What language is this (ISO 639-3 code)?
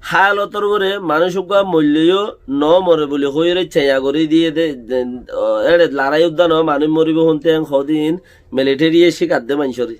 rhg